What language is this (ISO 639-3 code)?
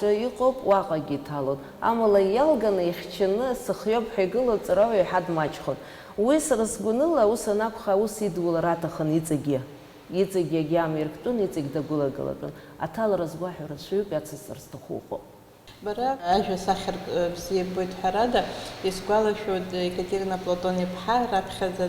abk